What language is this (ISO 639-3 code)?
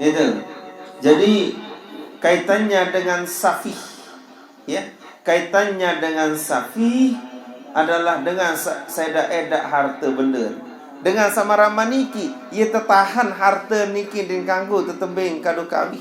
sas